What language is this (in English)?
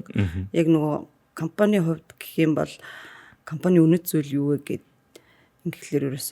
Mongolian